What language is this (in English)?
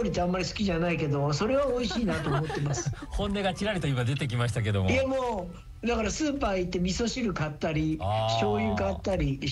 Japanese